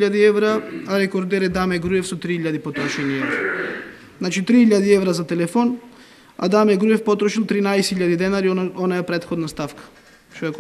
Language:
Macedonian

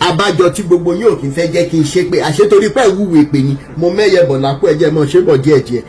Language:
Yoruba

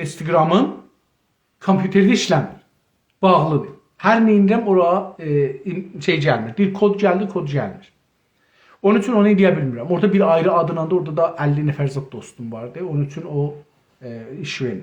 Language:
South Azerbaijani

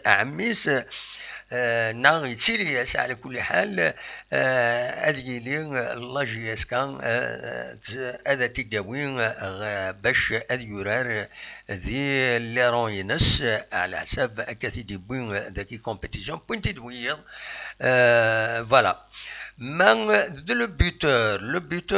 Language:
Kabyle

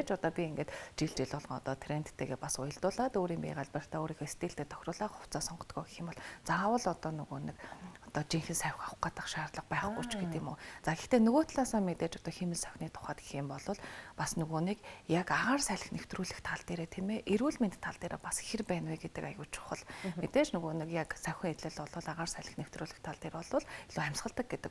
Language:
Mongolian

